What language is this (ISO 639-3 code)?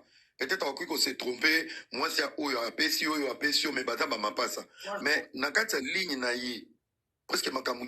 lin